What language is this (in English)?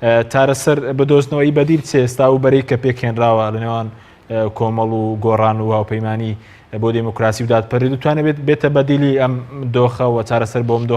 Central Kurdish